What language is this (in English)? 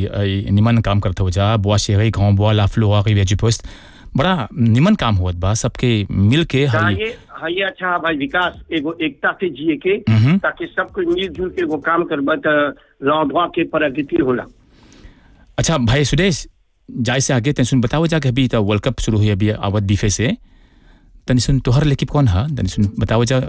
Bhojpuri